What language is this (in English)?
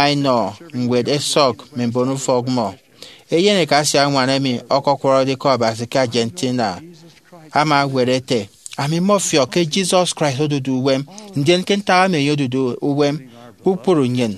Efik